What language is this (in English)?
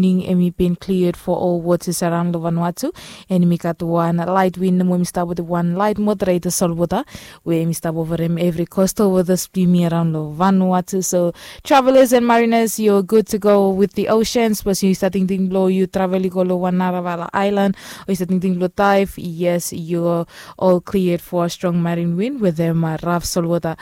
Bislama